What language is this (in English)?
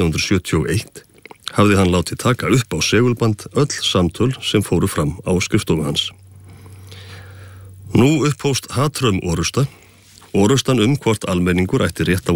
Icelandic